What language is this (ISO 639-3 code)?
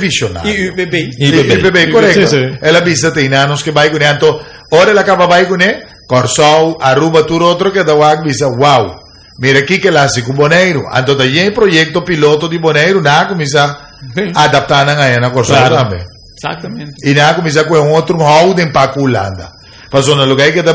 pap